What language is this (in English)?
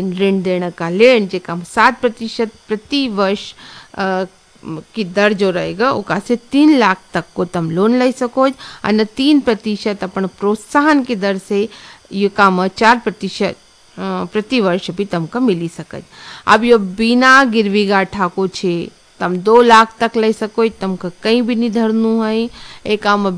Hindi